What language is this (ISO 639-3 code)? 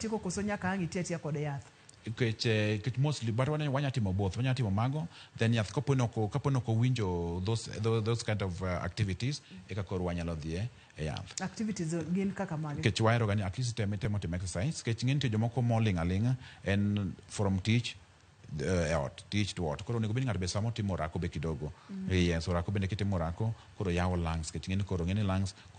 luo